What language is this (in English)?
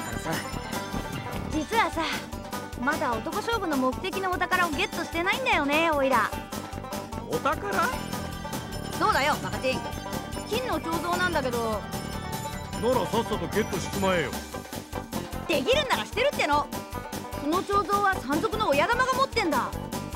Japanese